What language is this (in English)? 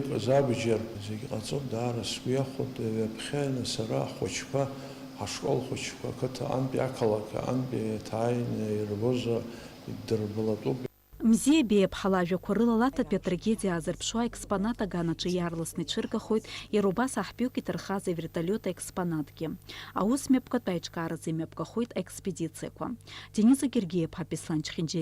Abkhazian